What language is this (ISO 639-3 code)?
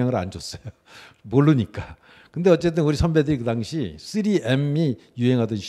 kor